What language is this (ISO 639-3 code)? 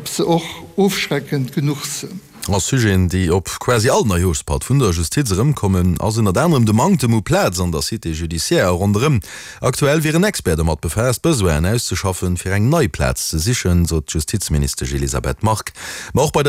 ltz